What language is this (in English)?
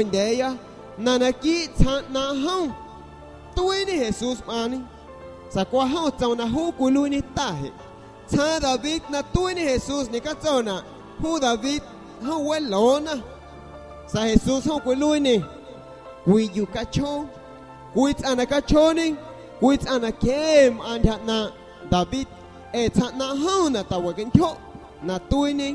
San Pedro Amuzgos Amuzgo